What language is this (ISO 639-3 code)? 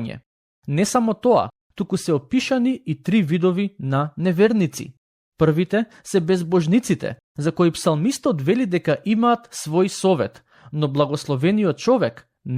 mkd